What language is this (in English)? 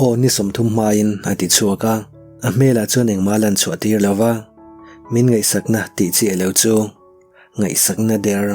Mizo